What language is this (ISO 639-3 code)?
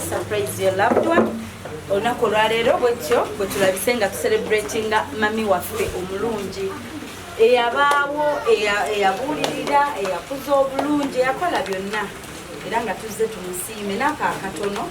lug